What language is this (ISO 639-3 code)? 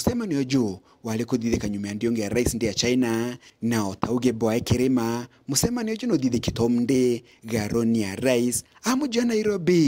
mer